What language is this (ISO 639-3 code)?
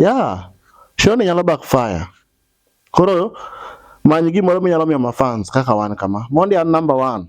luo